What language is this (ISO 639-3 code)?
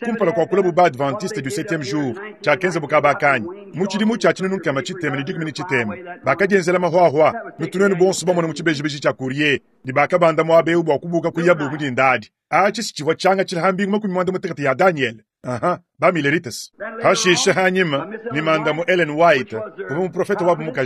lua